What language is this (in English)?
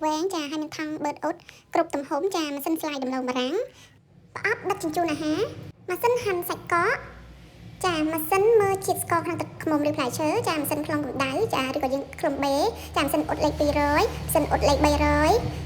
Khmer